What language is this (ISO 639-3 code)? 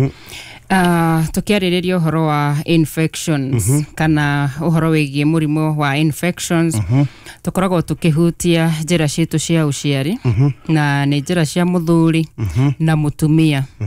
kik